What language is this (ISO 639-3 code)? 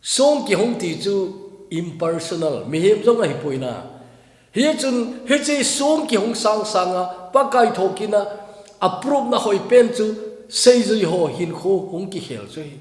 tcz